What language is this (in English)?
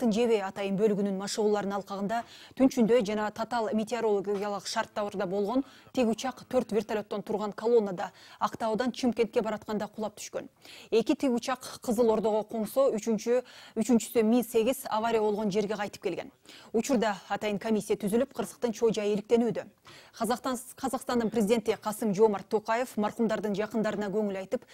Kyrgyz